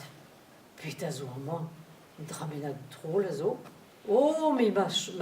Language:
Breton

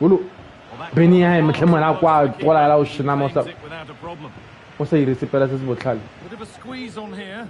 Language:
Tswana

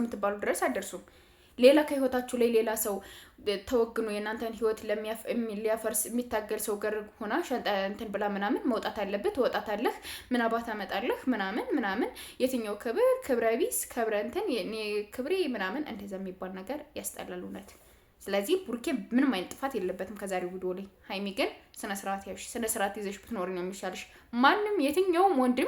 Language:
Amharic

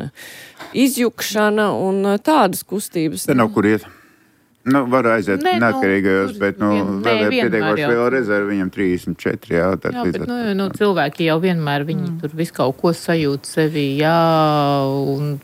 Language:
Latvian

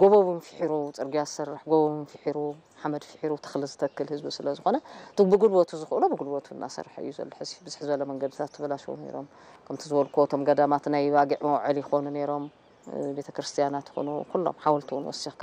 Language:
Tigrinya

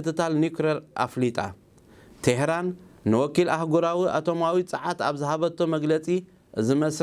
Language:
Tigrinya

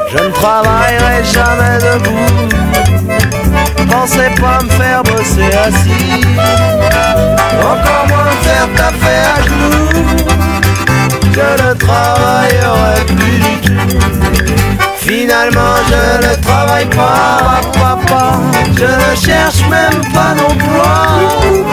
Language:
French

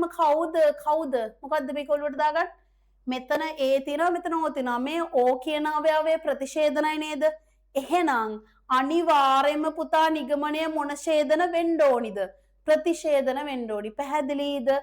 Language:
Sinhala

